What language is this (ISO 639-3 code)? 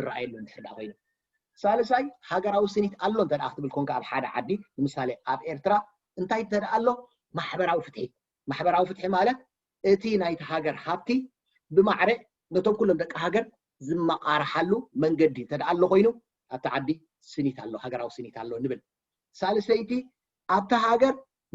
tir